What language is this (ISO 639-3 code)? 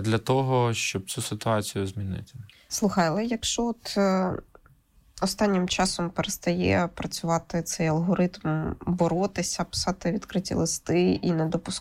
ukr